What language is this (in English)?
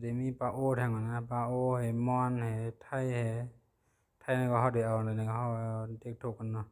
Shan